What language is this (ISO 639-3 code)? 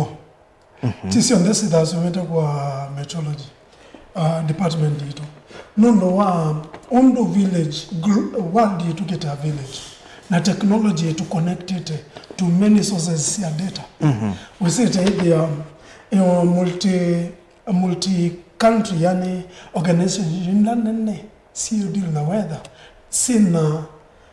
kam